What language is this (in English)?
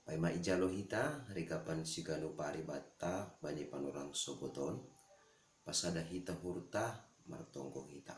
Batak Simalungun